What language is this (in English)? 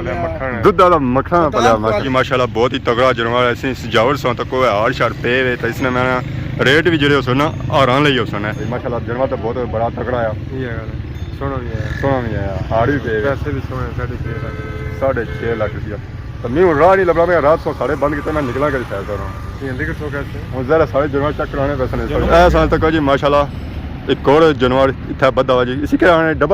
Pahari-Potwari